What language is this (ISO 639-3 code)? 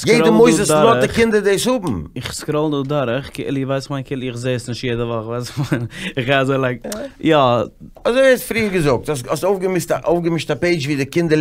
yid